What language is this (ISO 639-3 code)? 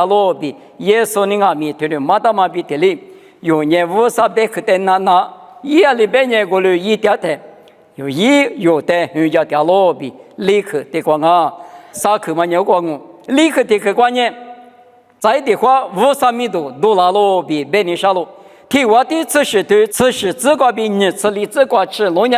lis